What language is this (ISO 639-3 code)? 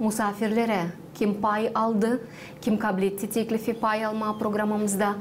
gag